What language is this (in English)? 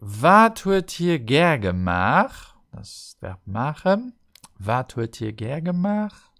Luxembourgish